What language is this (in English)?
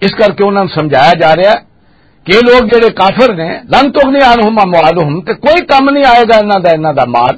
Western Panjabi